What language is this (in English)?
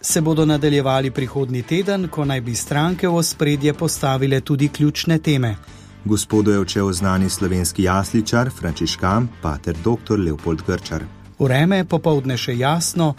Slovenian